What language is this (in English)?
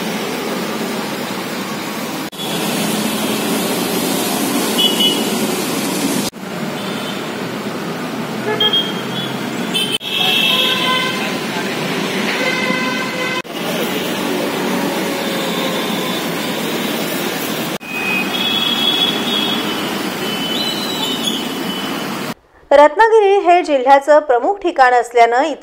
Marathi